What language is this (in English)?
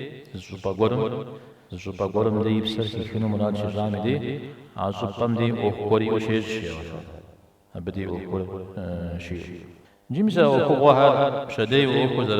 Kabardian